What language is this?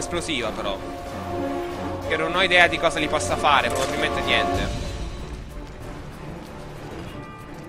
Italian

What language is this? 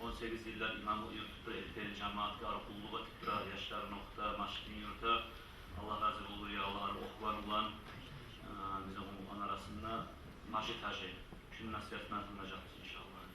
Kumyk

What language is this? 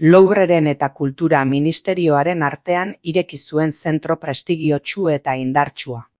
Basque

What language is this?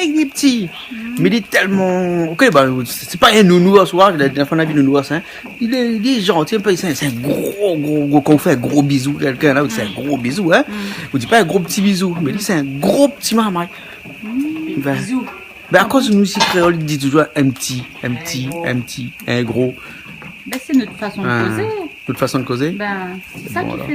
Réunion Creole French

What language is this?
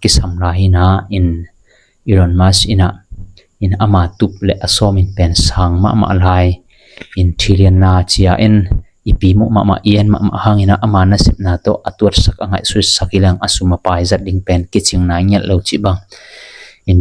Tedim Chin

